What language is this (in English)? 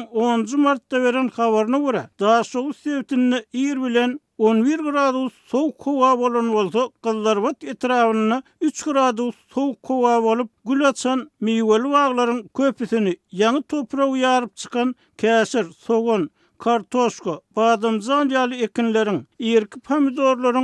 Turkmen